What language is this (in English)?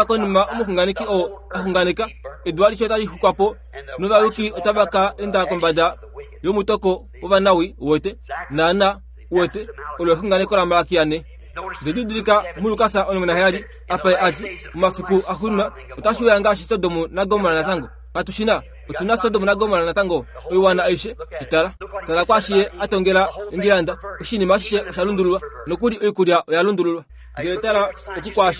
Kuanyama